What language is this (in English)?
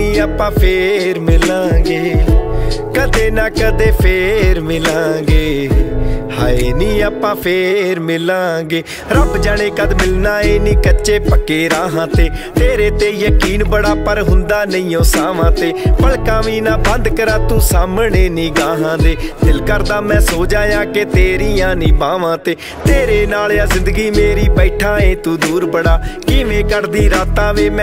Punjabi